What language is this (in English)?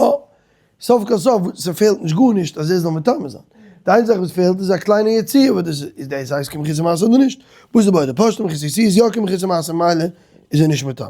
Yiddish